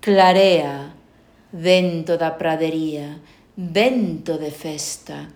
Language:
Galician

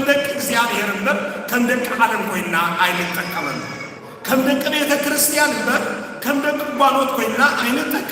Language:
Tigrinya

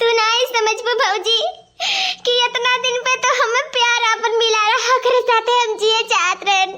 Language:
Awadhi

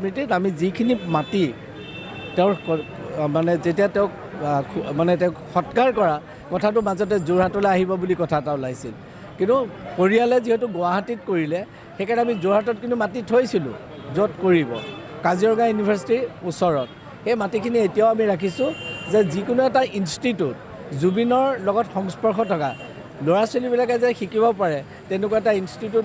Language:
Assamese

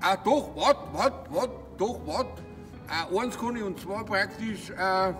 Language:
Bavarian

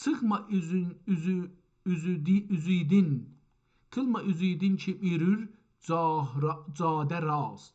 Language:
South Azerbaijani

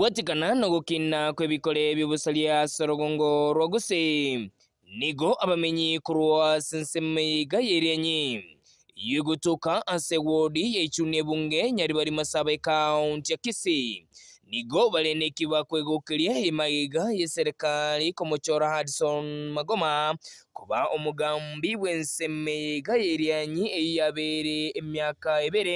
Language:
Gusii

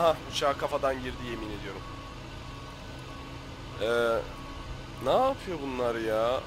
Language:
Turkish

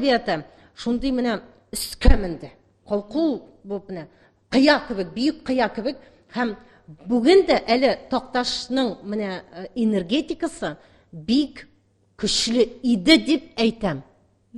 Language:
Tatar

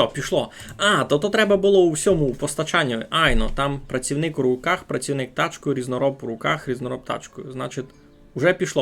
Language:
Rusyn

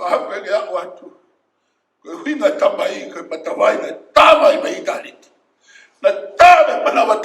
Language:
Tongan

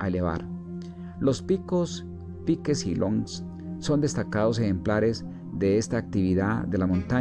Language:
Spanish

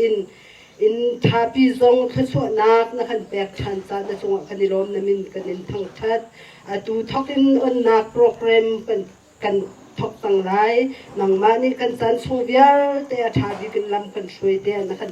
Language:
Hakha Chin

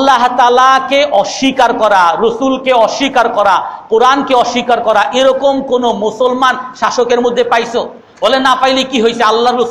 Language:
Bangla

